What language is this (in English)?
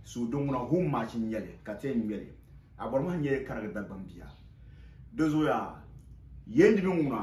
Dagbani